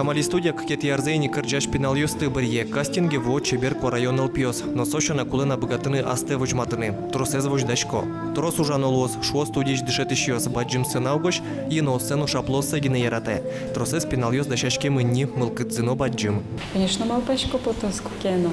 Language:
Udmurt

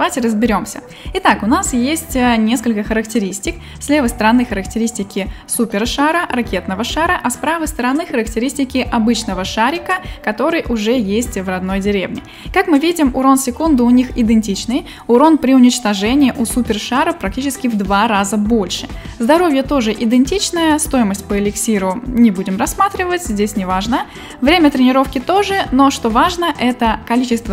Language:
Russian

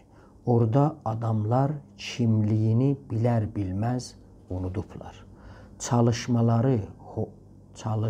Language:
South Azerbaijani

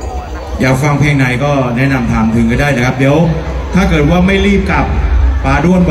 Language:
Thai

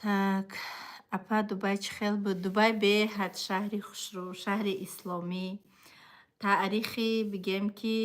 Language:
Tajik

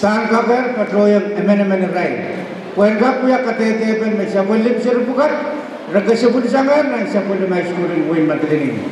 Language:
Pohnpeian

